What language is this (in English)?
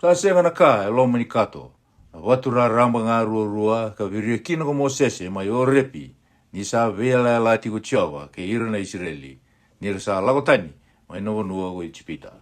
Fijian